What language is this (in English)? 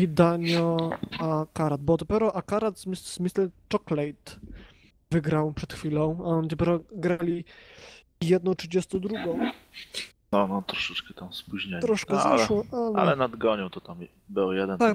Polish